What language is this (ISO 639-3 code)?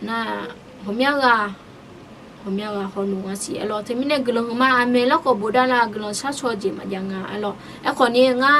ahk